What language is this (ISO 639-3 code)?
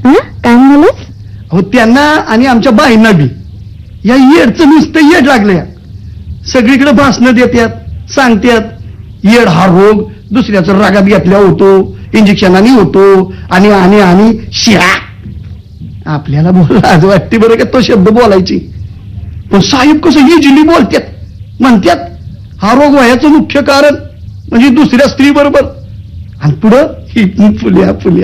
mar